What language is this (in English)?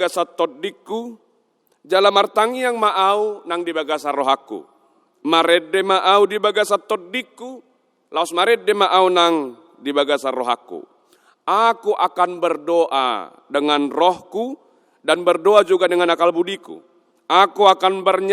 Batak Toba